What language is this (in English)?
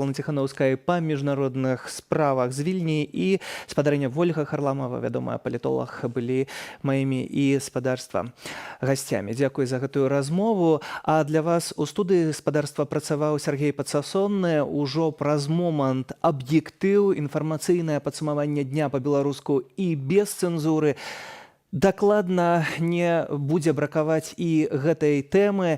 Belarusian